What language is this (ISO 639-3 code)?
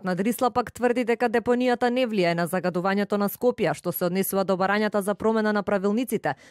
mkd